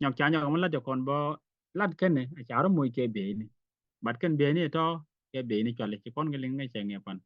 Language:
Nuer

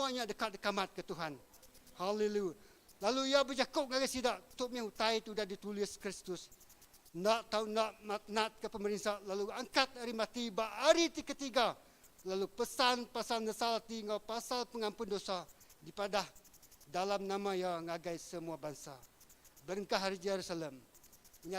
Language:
Iban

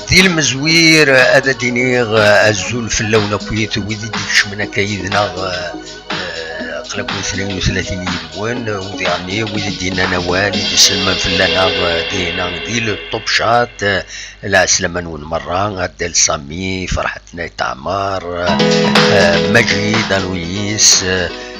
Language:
Kabyle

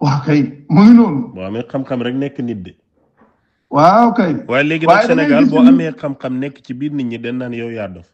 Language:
Wolof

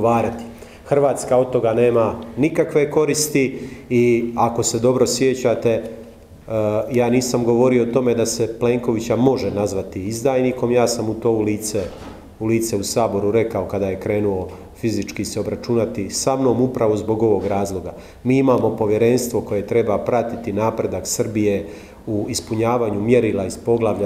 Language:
Croatian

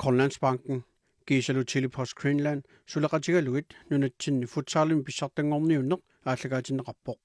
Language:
Kalaallisut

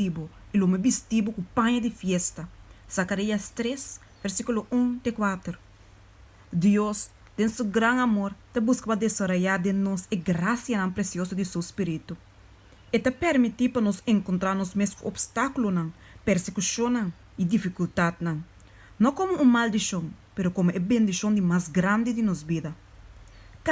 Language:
Papiamento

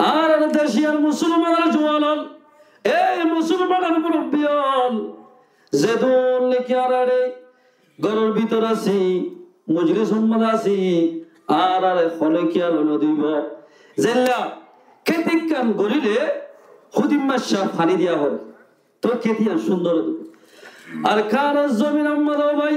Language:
Rohingya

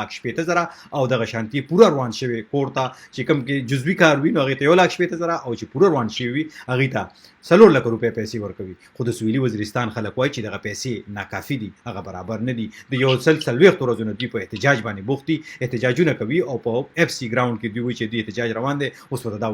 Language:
Pashto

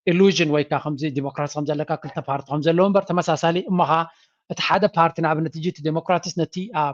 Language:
Tigrinya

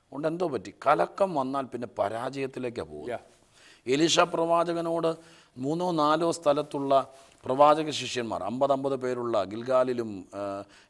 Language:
Malayalam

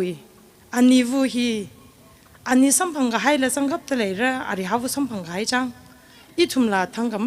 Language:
Tangkhul Naga (India)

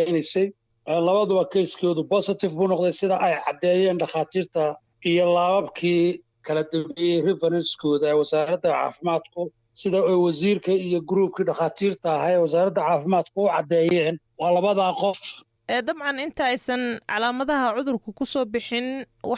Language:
Somali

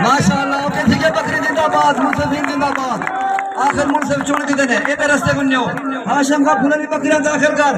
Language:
Saraiki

